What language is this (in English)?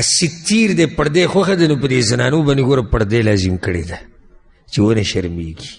Pashto